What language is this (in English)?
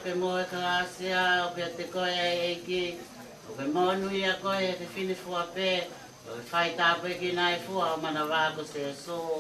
Tongan